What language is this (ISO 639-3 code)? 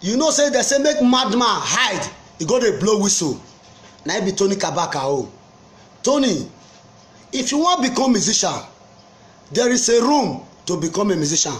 pcm